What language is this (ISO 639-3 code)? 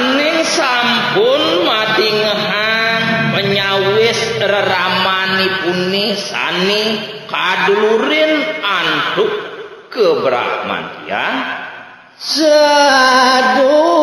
ban